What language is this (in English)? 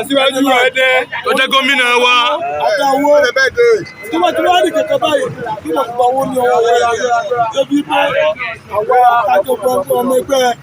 Yoruba